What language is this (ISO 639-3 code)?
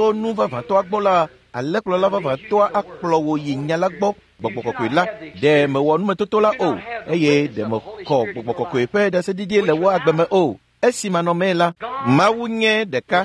ewe